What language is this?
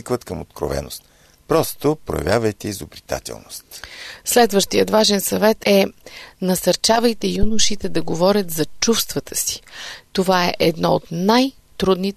Bulgarian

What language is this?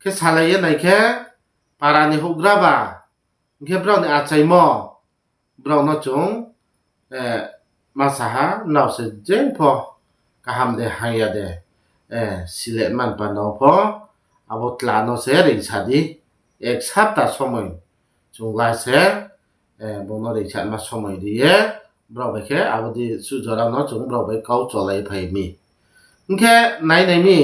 Riang (India)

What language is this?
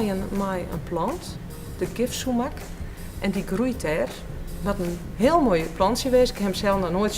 Western Frisian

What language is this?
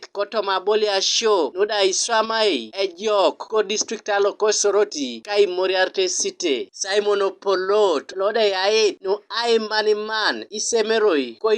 Teso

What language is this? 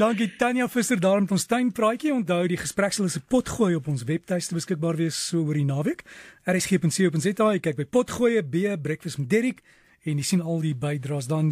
Afrikaans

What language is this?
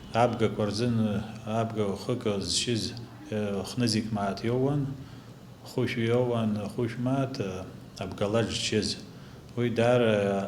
Abkhazian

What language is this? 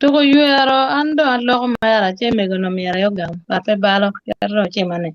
Acoli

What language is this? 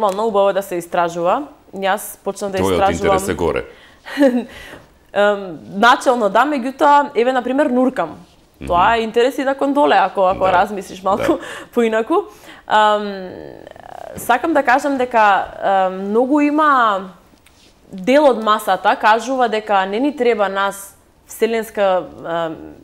Macedonian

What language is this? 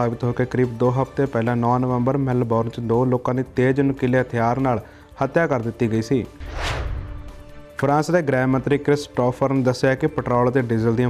Punjabi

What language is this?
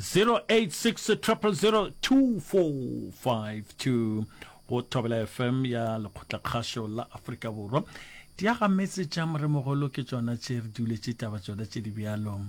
Northern Sotho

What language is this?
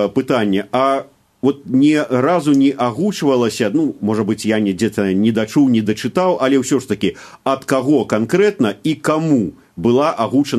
Belarusian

